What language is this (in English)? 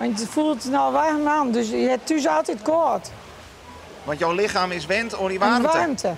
Western Frisian